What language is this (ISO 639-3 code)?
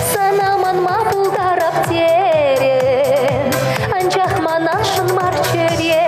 chv